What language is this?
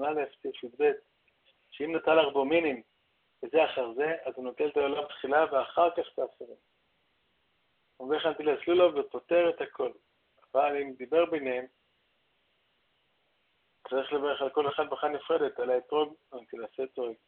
Hebrew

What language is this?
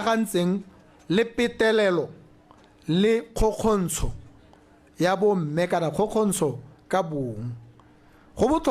Tswana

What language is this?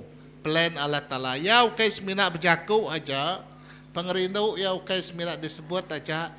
Iban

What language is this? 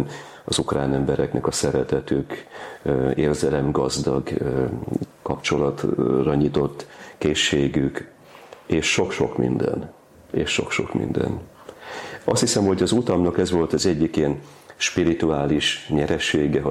Hungarian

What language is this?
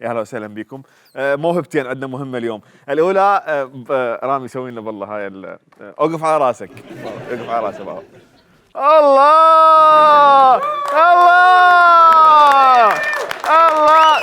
Mesopotamian Arabic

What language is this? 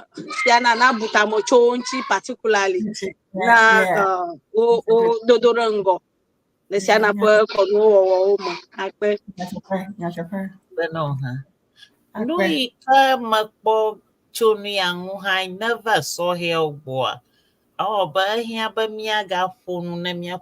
Ewe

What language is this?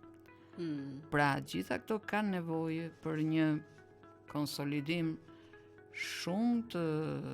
Albanian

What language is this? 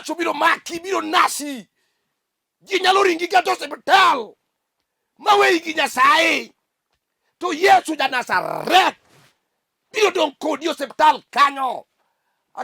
Luo (Kenya and Tanzania)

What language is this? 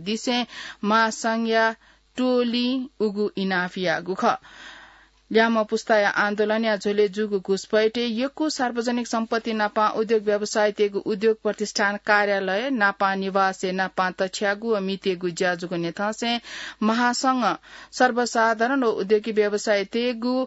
Newari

